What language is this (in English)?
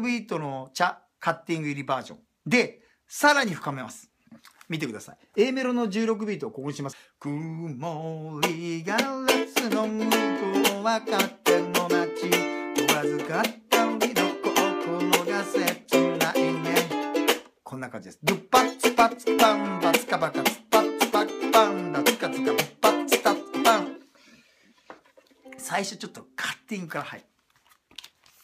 Japanese